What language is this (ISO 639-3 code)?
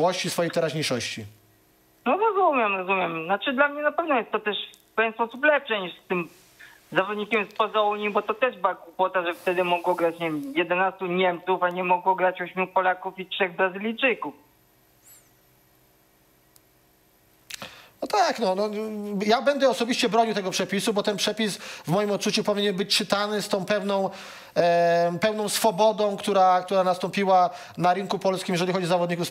pol